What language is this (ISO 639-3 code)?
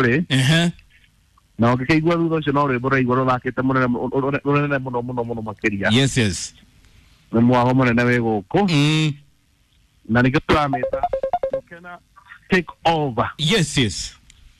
kik